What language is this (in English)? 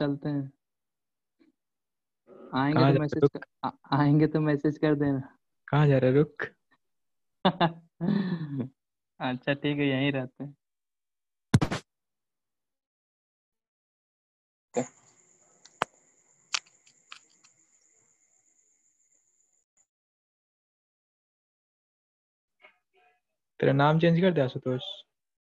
Hindi